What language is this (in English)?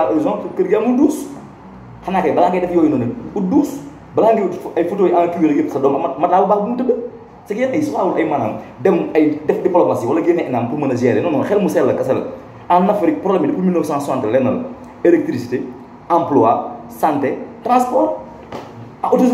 Wolof